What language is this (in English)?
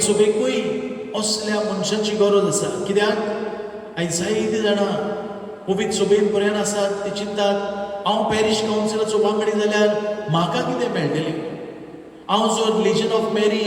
Konkani